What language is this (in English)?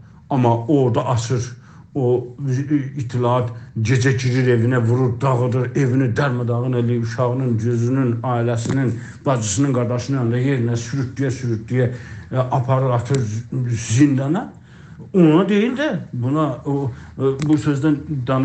South Azerbaijani